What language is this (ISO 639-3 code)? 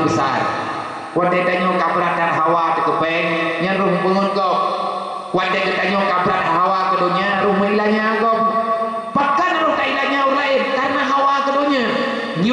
ace